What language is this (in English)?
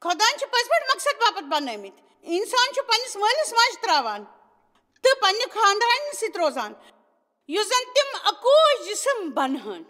Kashmiri